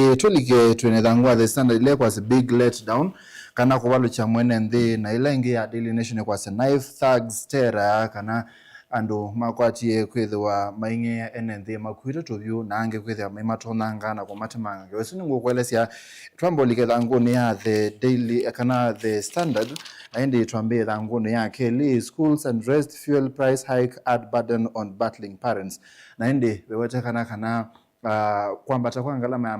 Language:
Kamba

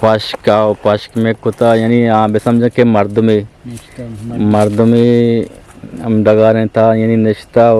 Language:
Eastern Balochi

